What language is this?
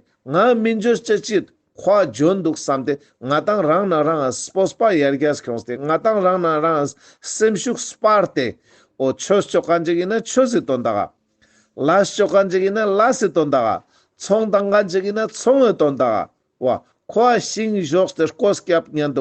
Ladakhi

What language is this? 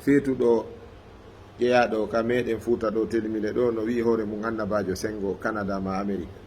Fula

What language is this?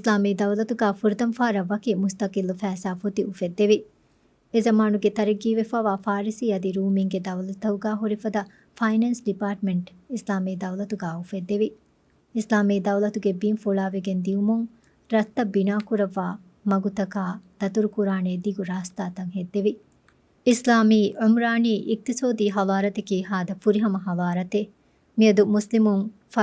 Divehi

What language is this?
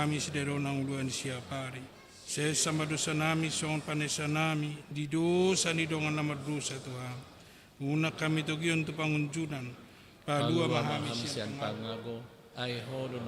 Batak Toba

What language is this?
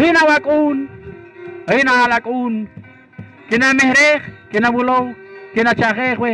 Poqomchi'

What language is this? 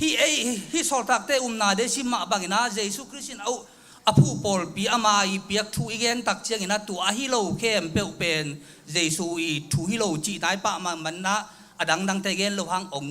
Tedim Chin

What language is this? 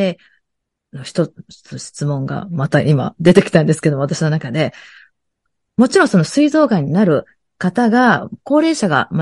Japanese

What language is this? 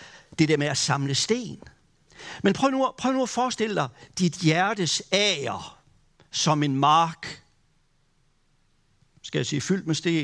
Danish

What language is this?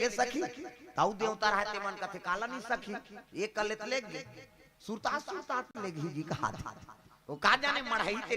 Chhattisgarhi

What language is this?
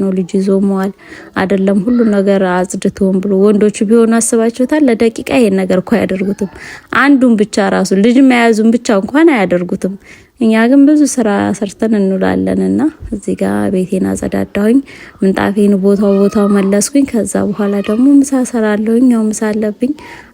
Amharic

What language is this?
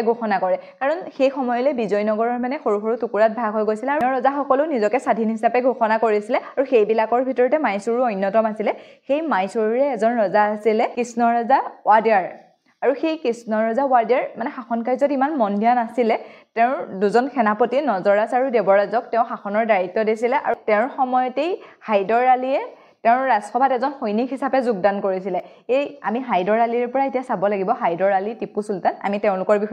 Assamese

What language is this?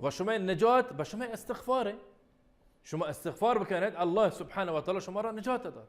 Baluchi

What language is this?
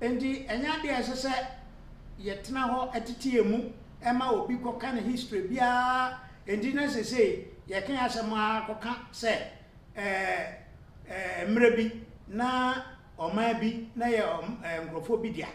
Akan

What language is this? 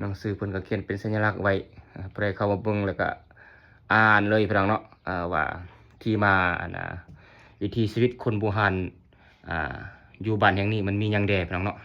Lao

